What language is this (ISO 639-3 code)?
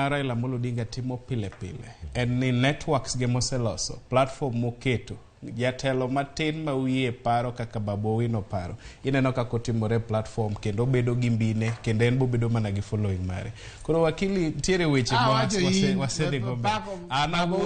luo